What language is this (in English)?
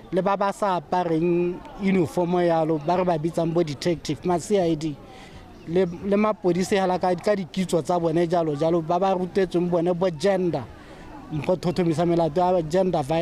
Tswana